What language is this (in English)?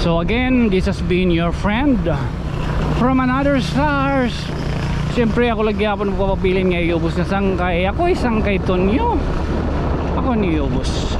Waray